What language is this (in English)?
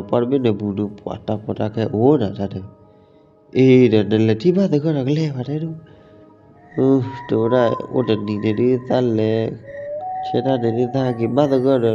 S'gaw Karen